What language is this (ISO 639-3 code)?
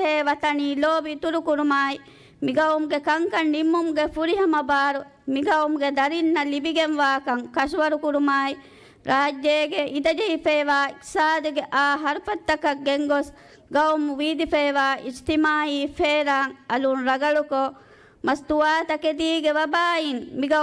div